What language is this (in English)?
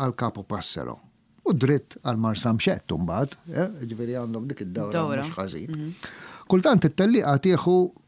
Maltese